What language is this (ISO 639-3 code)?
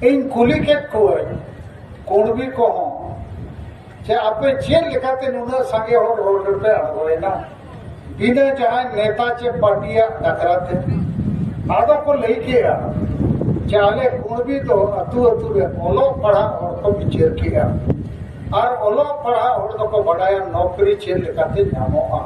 sat